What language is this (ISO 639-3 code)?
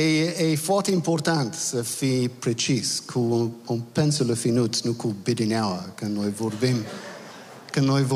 ron